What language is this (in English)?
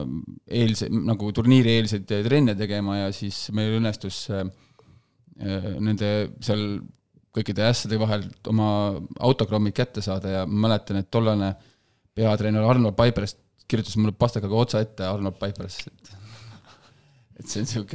Estonian